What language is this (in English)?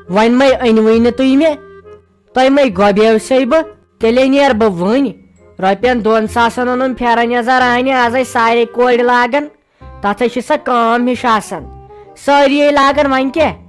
Kashmiri